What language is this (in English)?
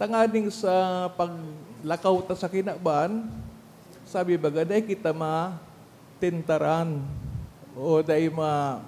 Bikol